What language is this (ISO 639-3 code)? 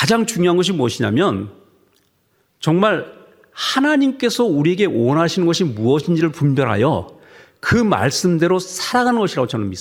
kor